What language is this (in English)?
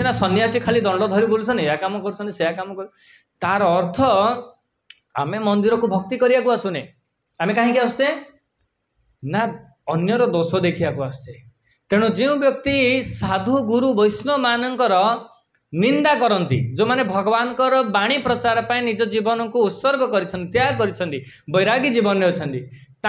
Odia